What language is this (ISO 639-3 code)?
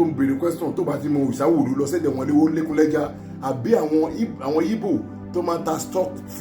yor